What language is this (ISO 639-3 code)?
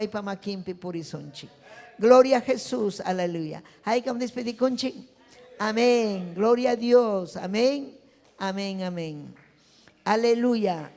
quy